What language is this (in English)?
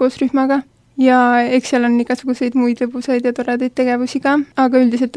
Estonian